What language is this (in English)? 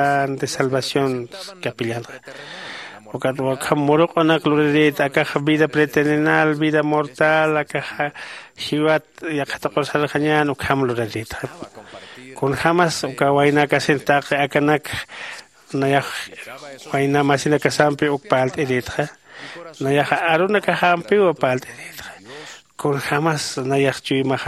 Aymara